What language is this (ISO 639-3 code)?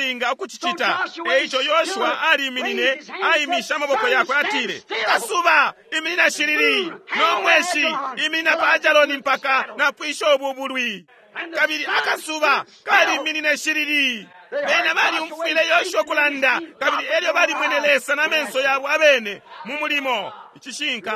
bem